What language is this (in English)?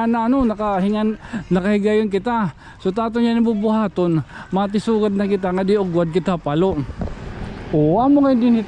Waray